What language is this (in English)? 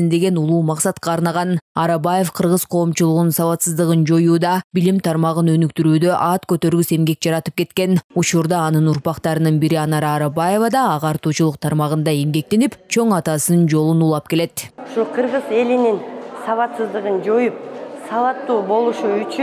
Kyrgyz